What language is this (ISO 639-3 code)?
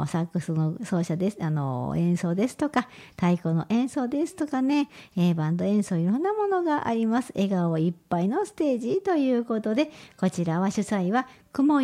jpn